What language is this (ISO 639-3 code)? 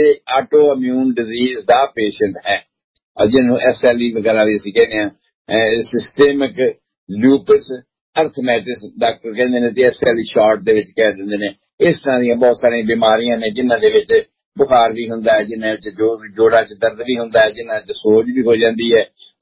pan